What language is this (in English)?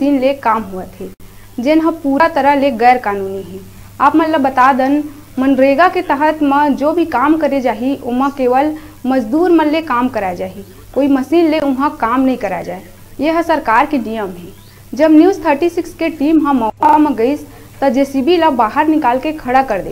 Chhattisgarhi